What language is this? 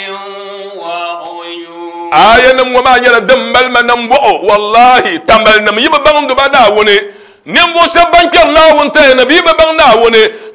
Dagbani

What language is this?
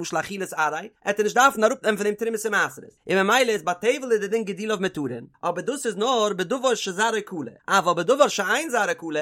Yiddish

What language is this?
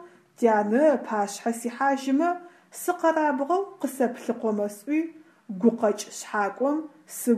Adyghe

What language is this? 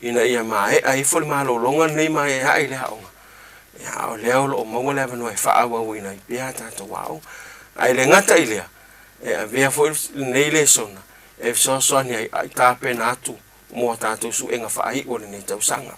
Samoan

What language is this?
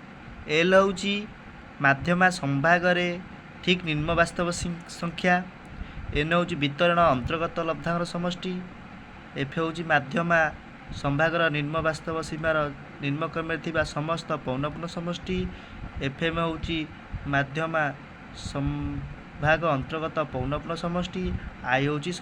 Odia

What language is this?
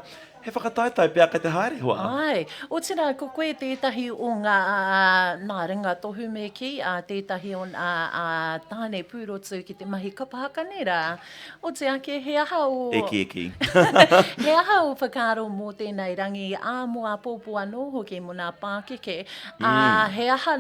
Māori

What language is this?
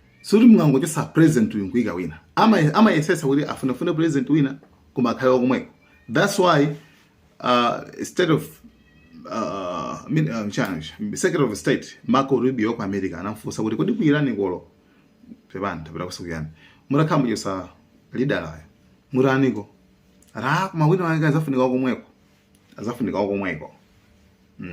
Nyanja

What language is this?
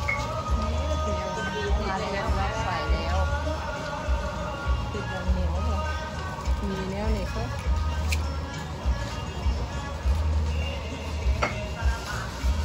Thai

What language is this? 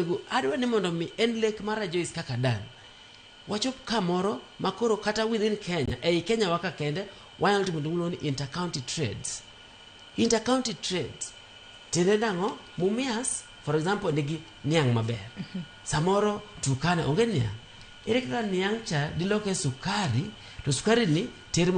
Luo (Kenya and Tanzania)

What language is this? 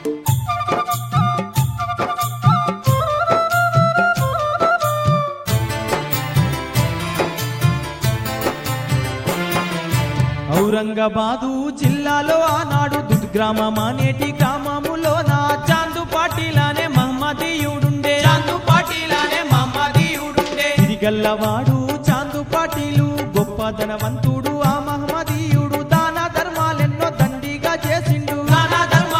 Telugu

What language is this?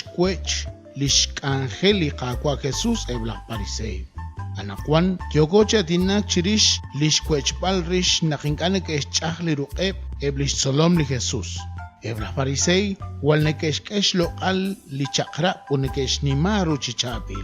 Kekchí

